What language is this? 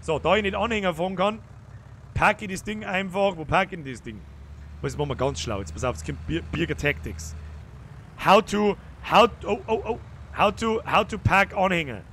Bavarian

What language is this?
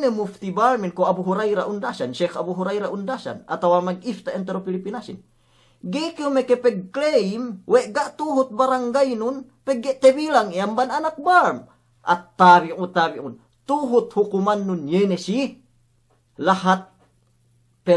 Yakan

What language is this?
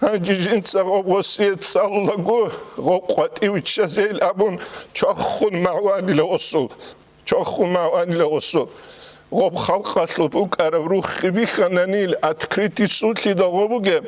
Avaric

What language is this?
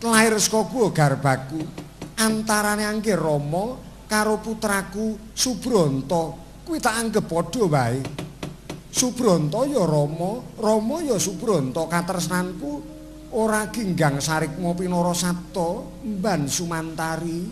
Javanese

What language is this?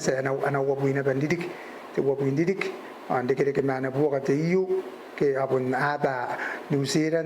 Gilbertese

